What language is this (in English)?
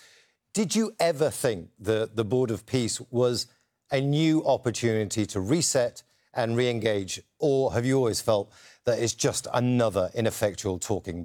English